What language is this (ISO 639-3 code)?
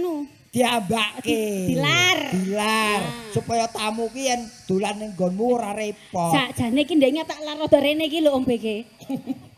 jav